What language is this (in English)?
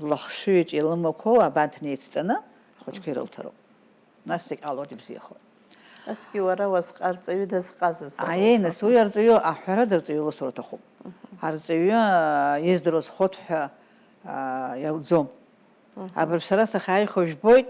Abkhazian